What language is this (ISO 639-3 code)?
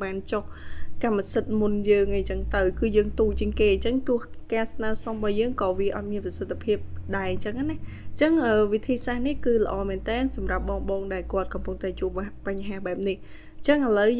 khm